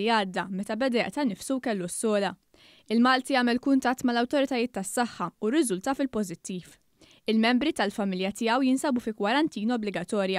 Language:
Maltese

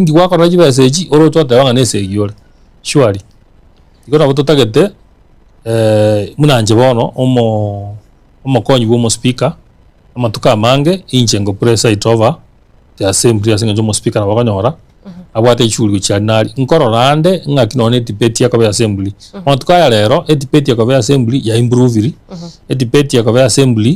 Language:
Gusii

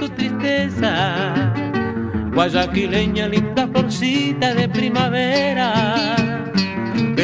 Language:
Spanish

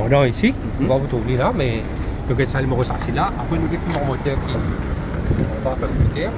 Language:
Morisyen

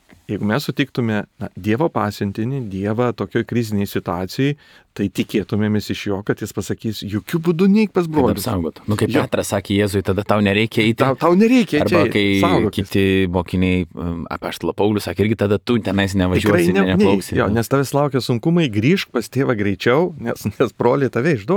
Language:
Lithuanian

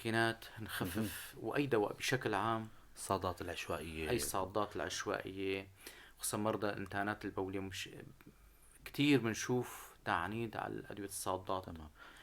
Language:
North Levantine Arabic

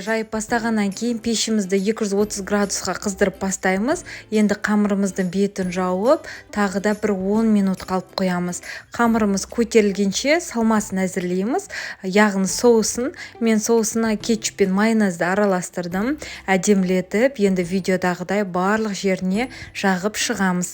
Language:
Kazakh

